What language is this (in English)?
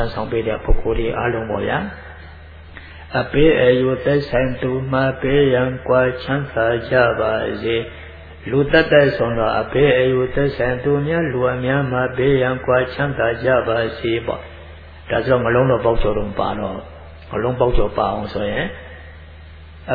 Burmese